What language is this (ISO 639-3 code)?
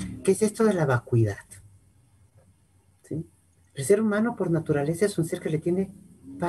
spa